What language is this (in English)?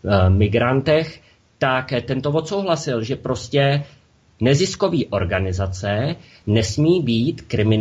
Czech